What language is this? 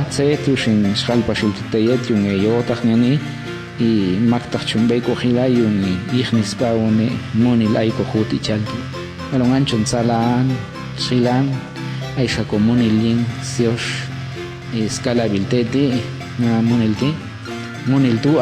Popti'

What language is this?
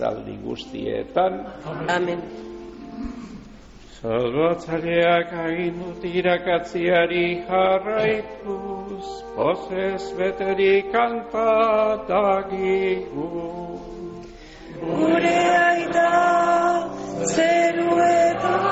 Basque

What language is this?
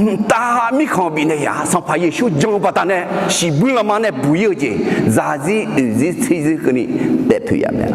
Akha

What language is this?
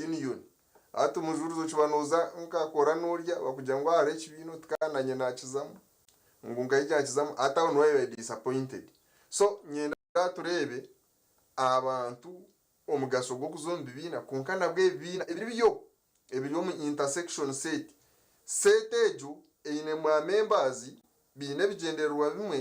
Nyankole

